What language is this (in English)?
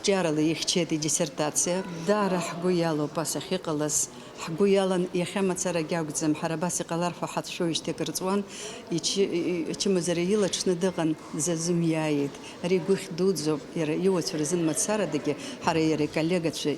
Abkhazian